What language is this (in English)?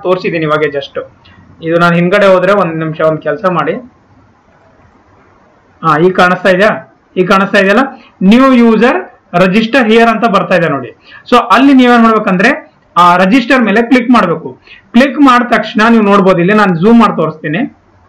Kannada